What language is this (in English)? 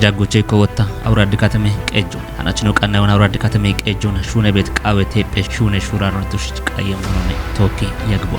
Kafa